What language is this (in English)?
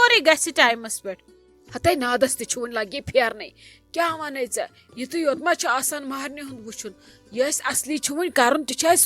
Kashmiri